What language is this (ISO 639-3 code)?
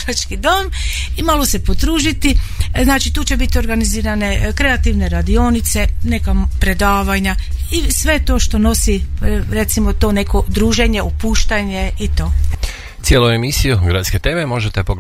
hrv